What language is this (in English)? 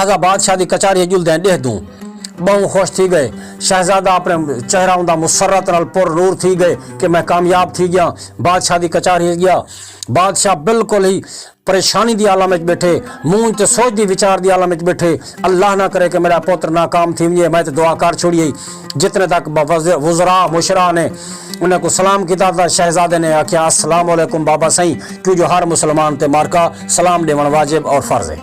Saraiki